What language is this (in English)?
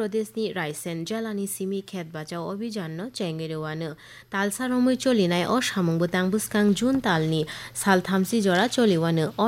Kok Borok